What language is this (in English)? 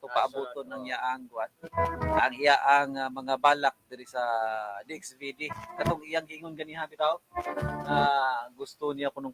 Cebuano